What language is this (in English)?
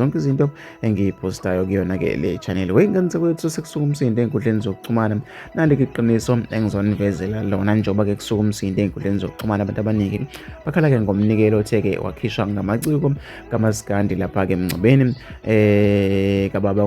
Zulu